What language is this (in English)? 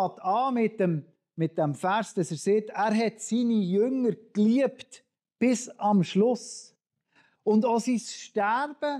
Swiss German